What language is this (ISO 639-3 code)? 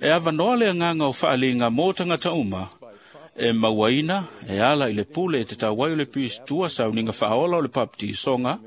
smo